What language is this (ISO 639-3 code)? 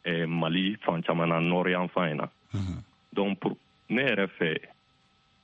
bam